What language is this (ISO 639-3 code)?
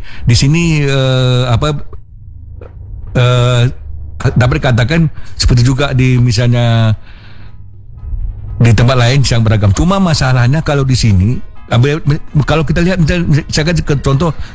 ind